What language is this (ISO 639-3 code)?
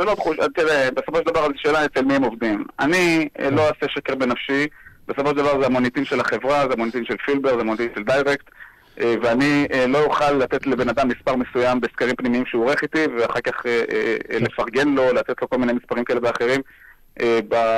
heb